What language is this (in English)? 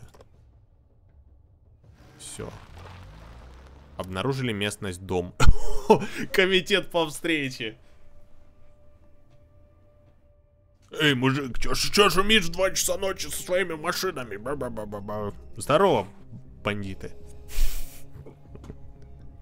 Russian